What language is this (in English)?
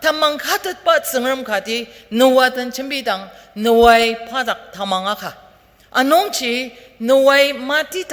Ao Naga